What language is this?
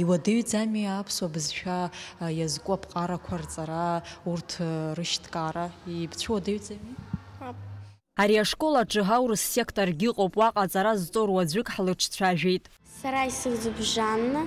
Abkhazian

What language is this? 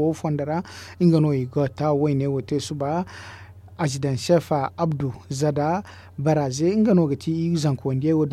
Zarma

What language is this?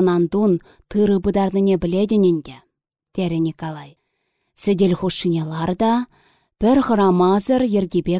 Chuvash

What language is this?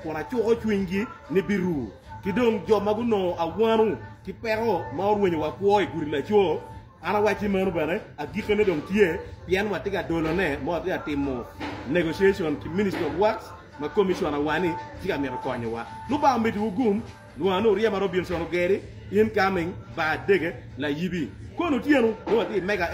Acoli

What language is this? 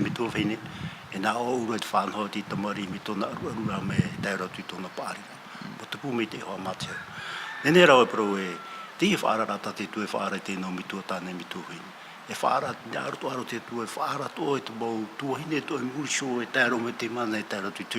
Tahitian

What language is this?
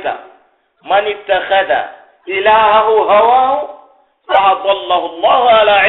Pular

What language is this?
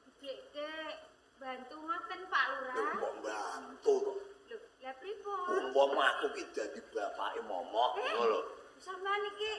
Javanese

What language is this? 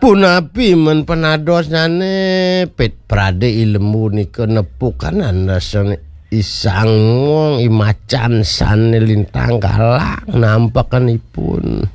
Balinese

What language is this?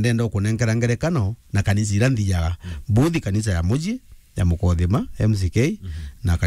Meru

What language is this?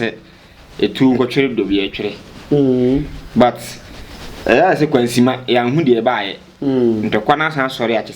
Akan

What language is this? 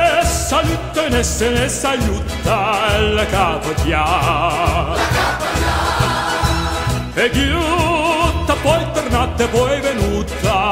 Italian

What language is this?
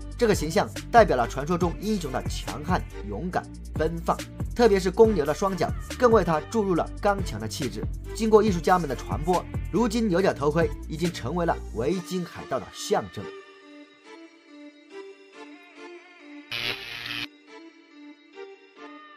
Chinese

